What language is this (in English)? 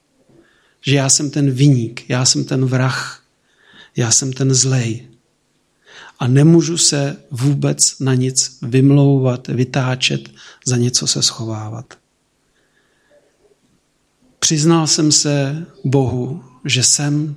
Czech